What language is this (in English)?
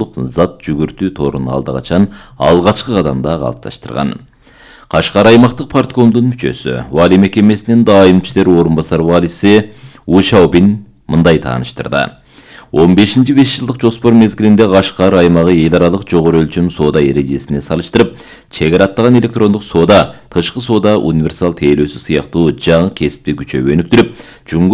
Kyrgyz